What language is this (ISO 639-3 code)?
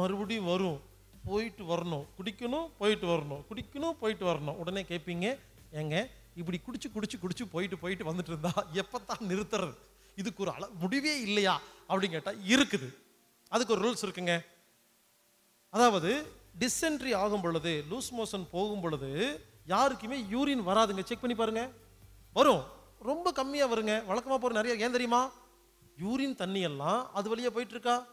tam